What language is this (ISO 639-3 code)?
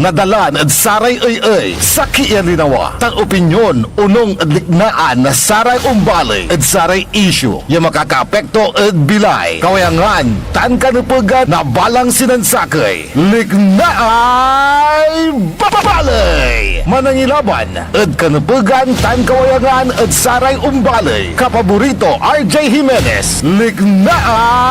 pag